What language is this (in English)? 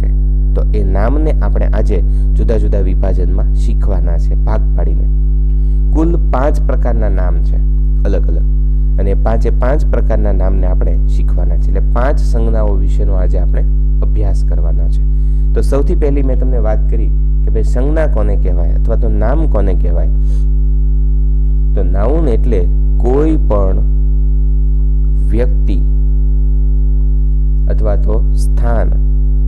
Gujarati